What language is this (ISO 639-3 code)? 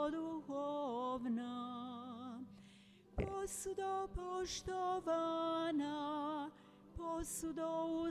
hrv